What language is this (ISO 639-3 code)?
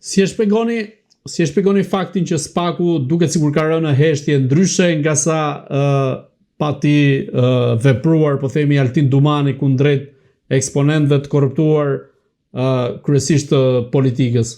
sqi